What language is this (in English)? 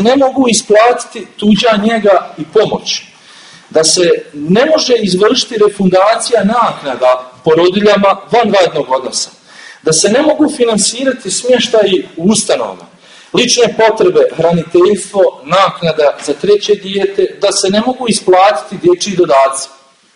Bosnian